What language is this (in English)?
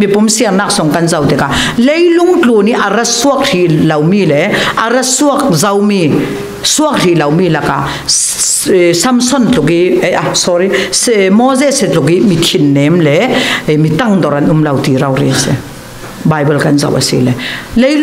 Falam Chin